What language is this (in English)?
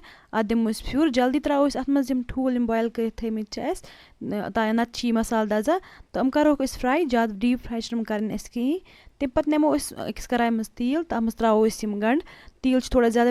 Kashmiri